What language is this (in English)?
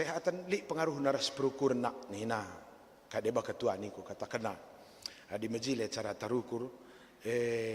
Batak Karo